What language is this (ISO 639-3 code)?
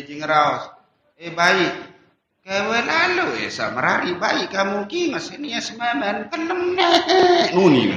sas